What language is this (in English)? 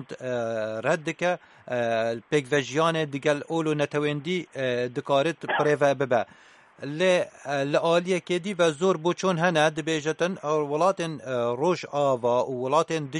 Kurdish